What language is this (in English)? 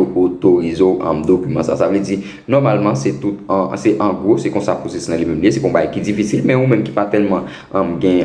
Haitian Creole